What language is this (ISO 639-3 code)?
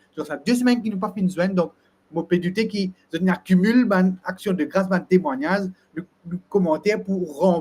mfe